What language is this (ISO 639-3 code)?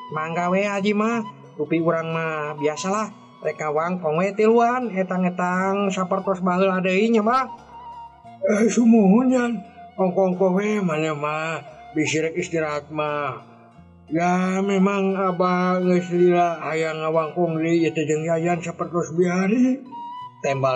sun